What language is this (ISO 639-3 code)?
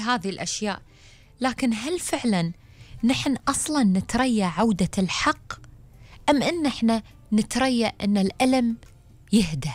afb